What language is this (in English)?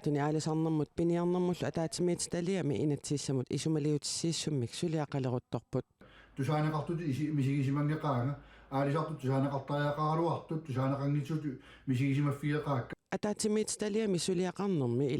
Kalaallisut